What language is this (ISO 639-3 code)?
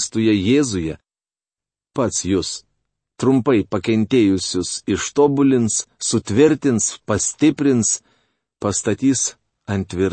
lit